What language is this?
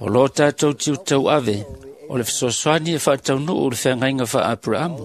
Samoan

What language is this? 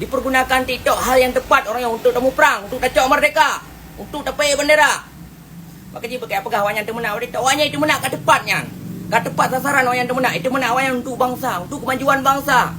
Achinese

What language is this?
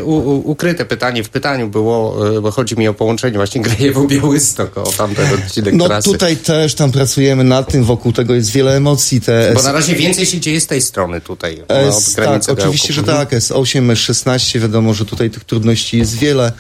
Polish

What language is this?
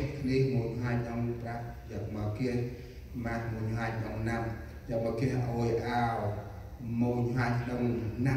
Central Mnong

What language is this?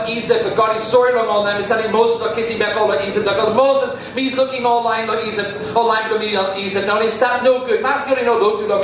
Tok Pisin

